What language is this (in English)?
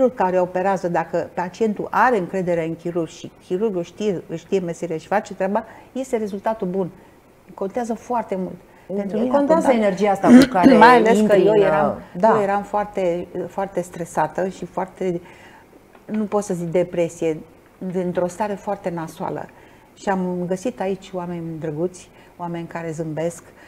Romanian